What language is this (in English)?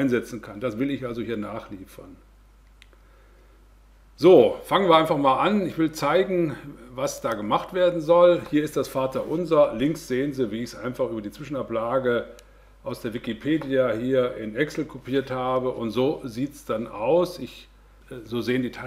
German